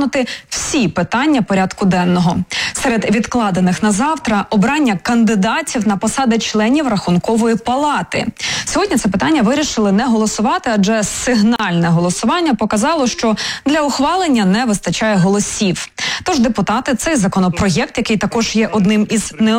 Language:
Ukrainian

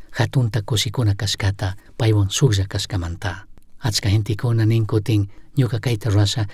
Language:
Chimborazo Highland Quichua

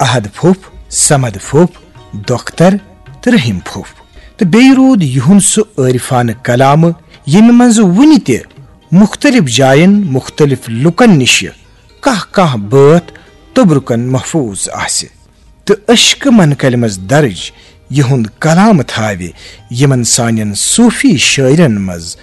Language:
Kashmiri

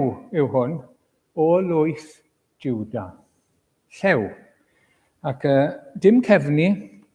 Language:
Welsh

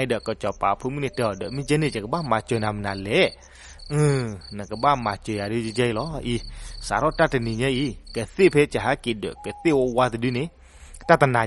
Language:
S'gaw Karen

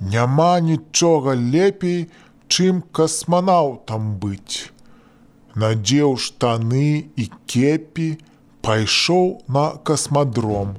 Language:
Belarusian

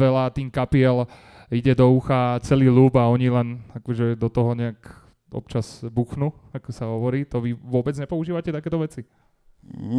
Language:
Slovak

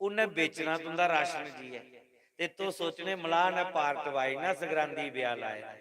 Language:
Dogri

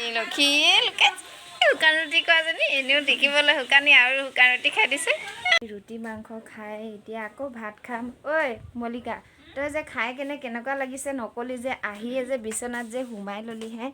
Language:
Assamese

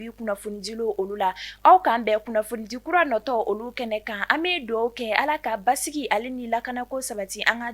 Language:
Bambara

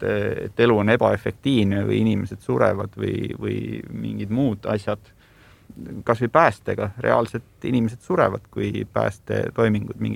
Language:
Estonian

